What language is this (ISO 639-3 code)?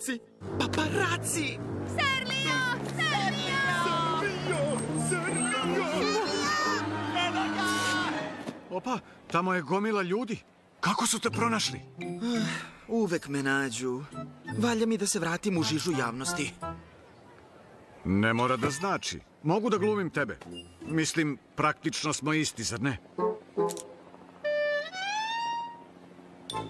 srp